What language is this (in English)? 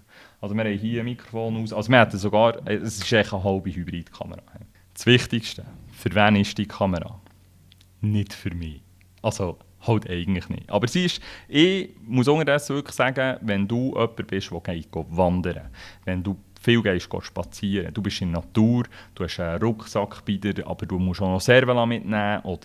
Swiss German